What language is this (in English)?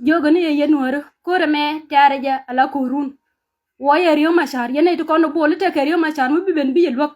Nuer